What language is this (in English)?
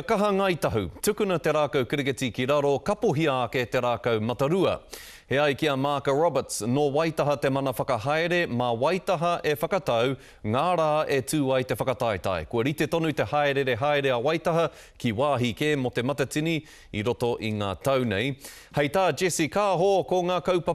Māori